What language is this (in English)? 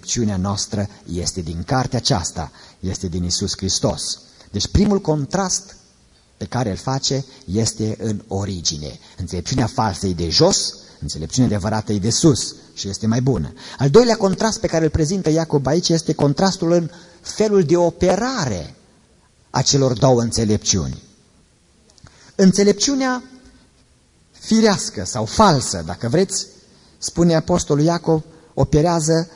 Romanian